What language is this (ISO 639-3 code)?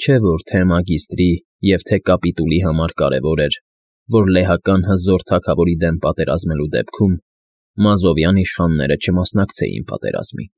hye